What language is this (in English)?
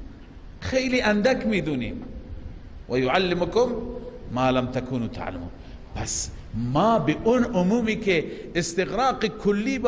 Persian